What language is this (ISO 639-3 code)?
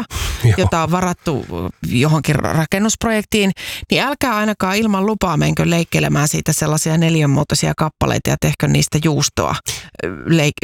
fin